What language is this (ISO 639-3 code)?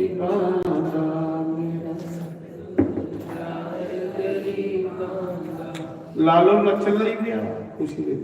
doi